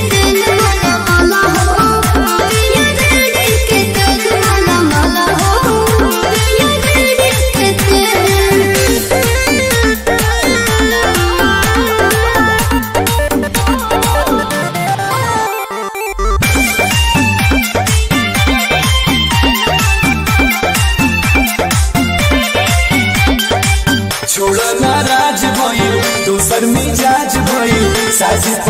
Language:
Bhojpuri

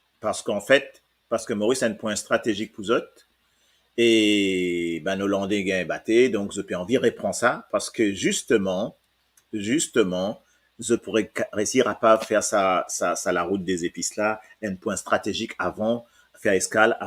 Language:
Morisyen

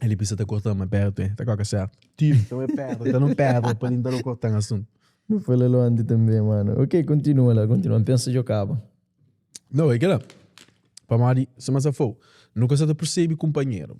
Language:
Kabuverdianu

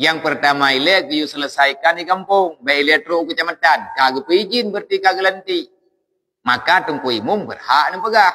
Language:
Achinese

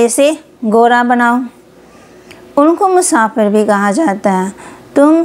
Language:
Hindi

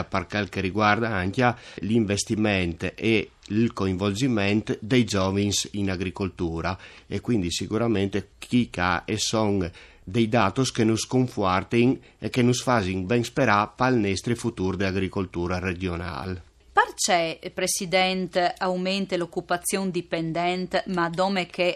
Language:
Friulian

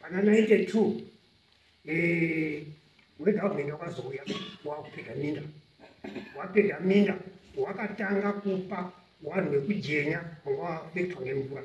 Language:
Shona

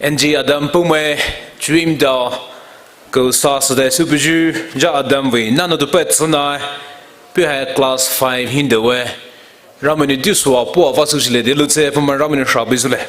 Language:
Poumei Naga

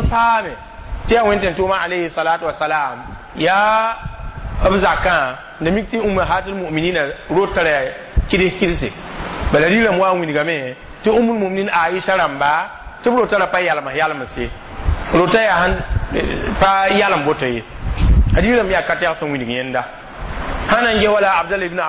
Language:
Mossi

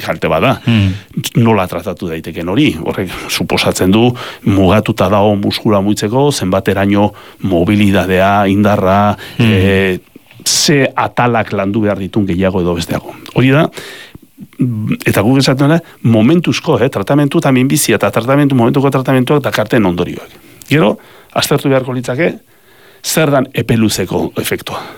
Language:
Basque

